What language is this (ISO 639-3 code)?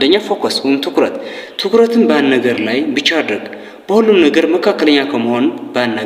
amh